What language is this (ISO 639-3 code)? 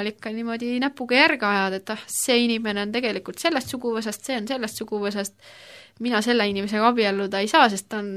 est